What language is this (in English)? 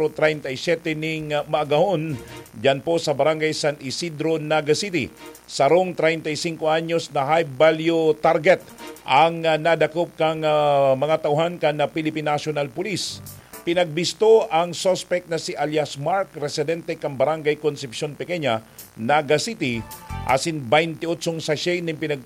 Bikol